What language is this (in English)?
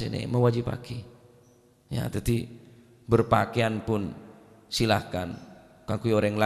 Madurese